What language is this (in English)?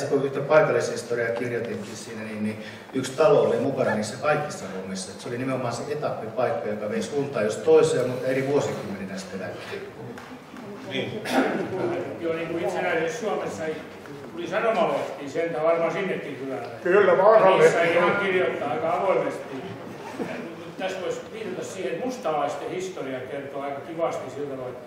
Finnish